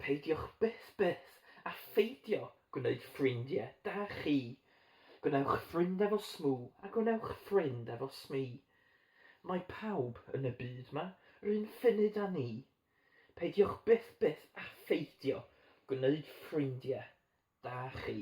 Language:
Welsh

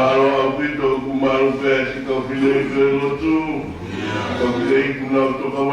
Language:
Tongan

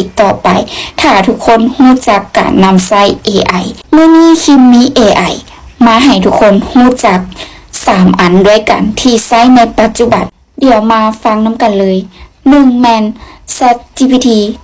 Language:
Lao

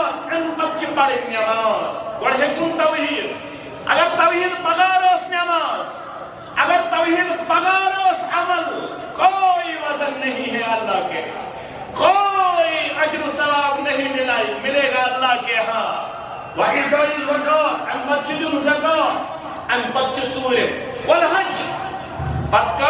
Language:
Kashmiri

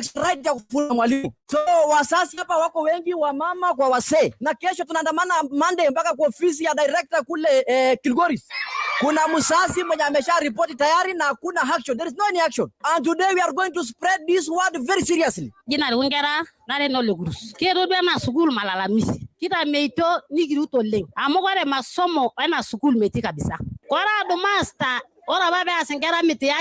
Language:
Masai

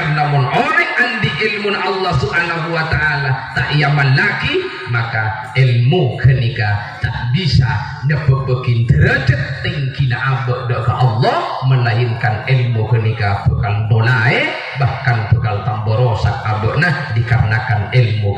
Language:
Madurese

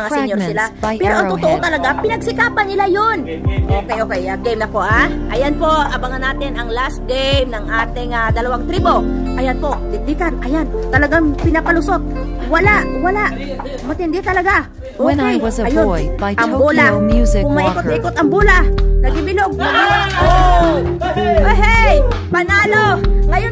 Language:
Filipino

